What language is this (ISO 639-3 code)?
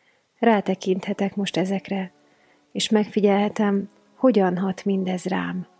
hun